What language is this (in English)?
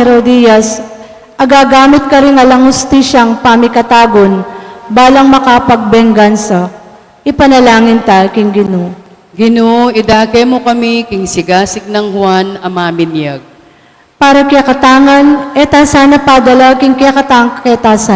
Pampanga